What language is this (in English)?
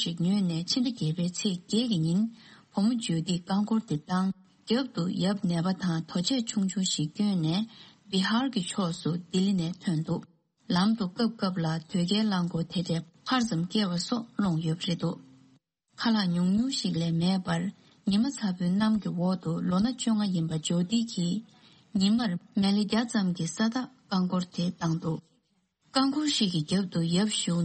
Tibetan